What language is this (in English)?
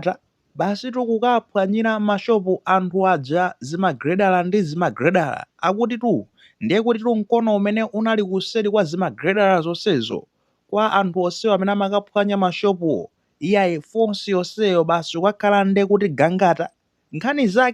Nyanja